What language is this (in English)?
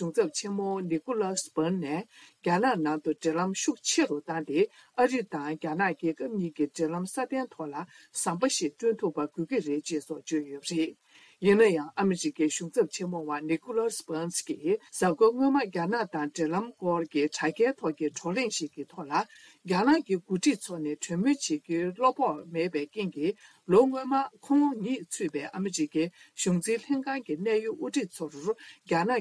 Tibetan